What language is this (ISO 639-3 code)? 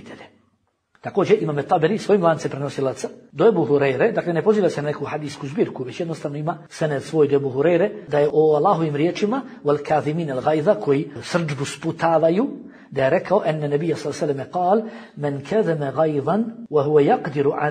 bos